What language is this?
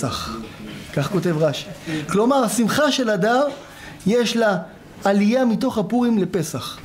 Hebrew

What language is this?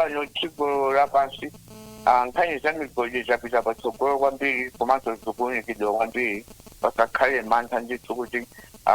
Nyanja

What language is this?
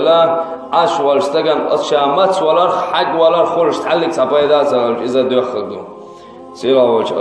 Chechen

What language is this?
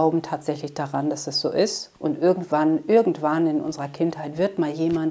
German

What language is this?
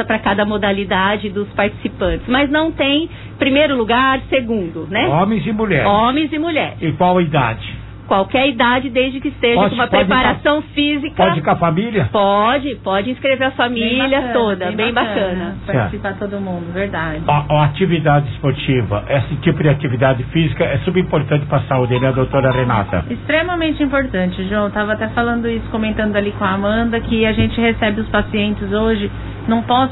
Portuguese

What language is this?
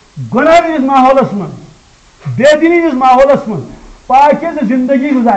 Kashmiri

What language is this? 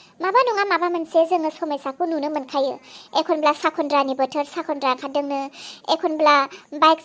Bodo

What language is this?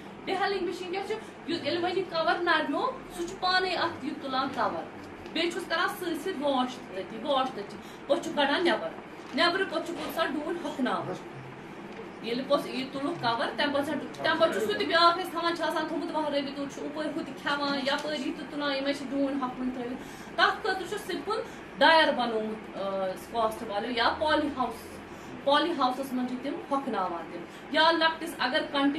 Kashmiri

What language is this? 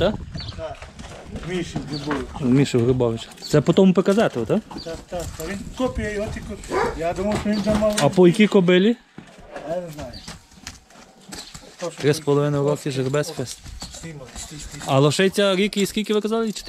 Ukrainian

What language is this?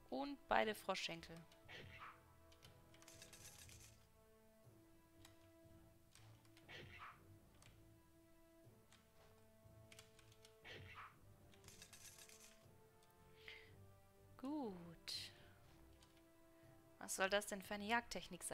German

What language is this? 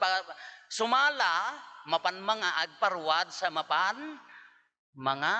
Iloko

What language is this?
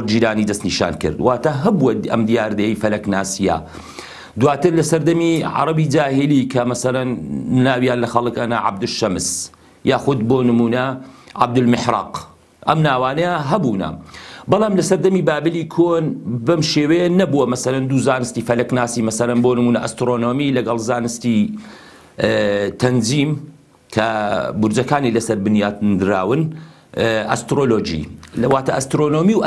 Central Kurdish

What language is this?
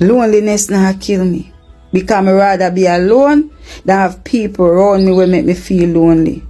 Jamaican Creole English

